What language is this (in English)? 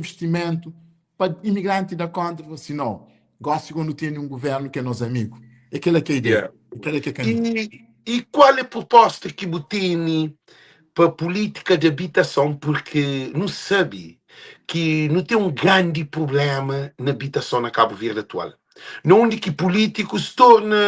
Kabuverdianu